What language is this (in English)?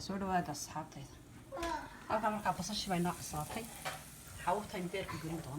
Somali